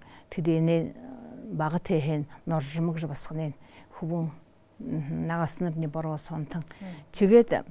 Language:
Buriat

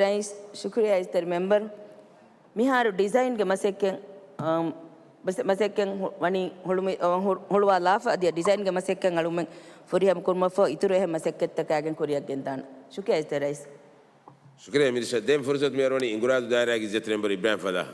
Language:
Divehi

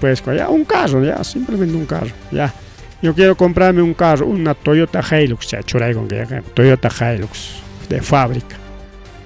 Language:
Ayacucho Quechua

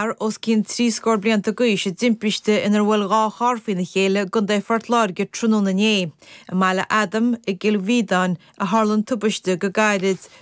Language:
Irish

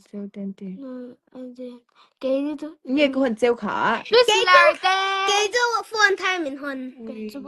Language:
Mizo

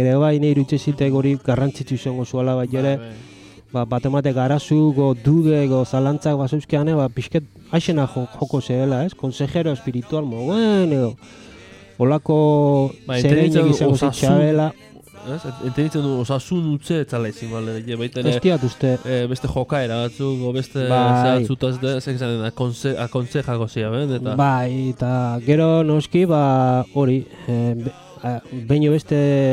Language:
Basque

